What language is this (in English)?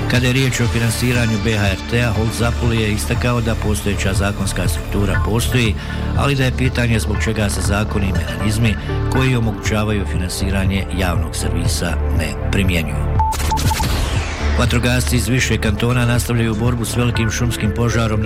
Bosnian